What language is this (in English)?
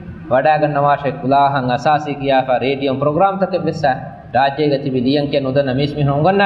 Divehi